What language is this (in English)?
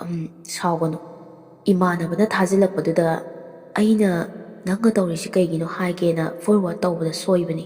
Manipuri